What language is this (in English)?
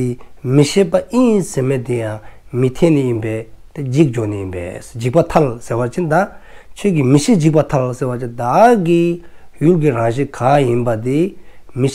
Dzongkha